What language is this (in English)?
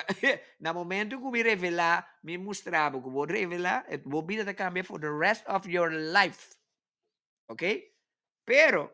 Papiamento